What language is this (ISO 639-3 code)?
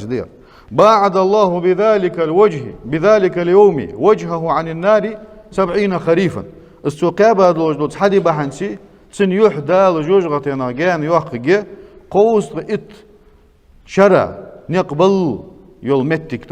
inh